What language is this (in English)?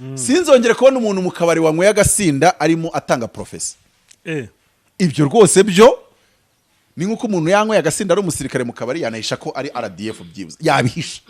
Kinyarwanda